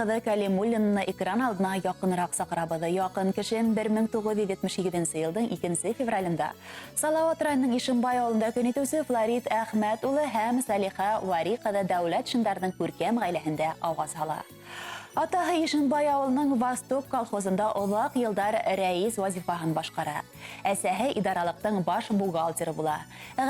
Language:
Bashkir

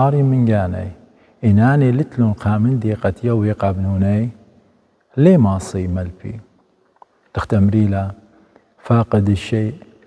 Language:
Assyrian Neo-Aramaic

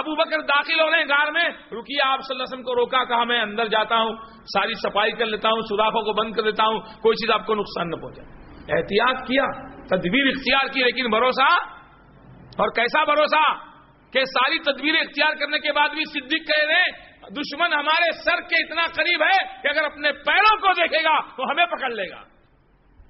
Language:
Urdu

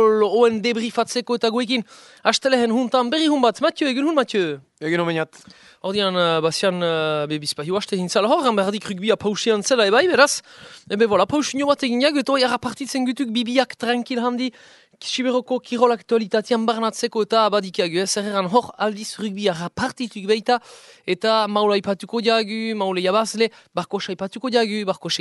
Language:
Basque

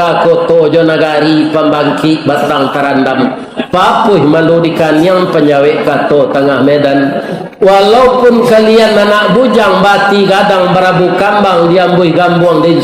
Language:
Minangkabau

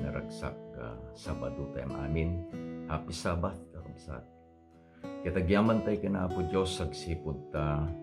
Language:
Iloko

